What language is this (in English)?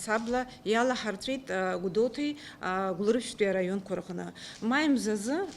Abkhazian